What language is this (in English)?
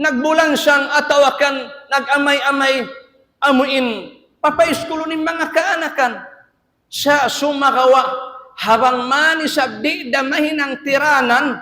Tausug